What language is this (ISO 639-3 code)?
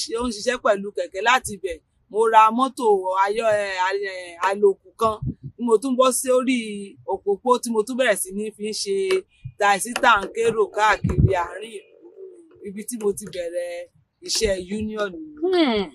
yor